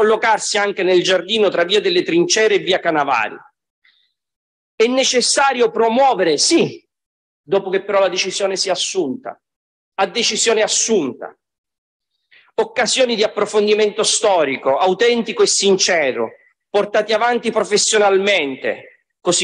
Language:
Italian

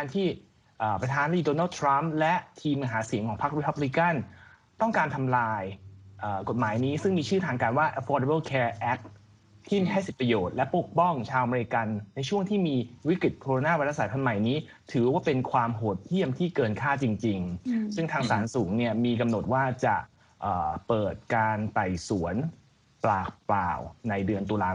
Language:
Thai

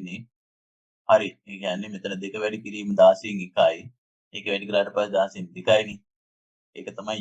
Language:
Sinhala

